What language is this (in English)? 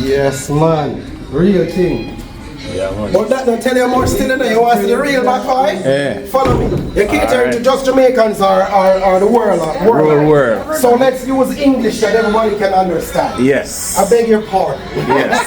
Jamaican Creole English